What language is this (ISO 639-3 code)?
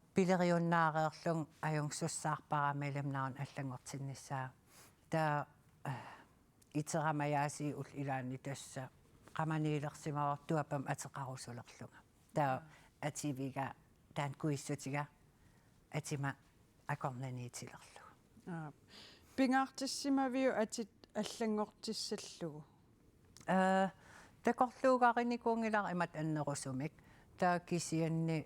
kal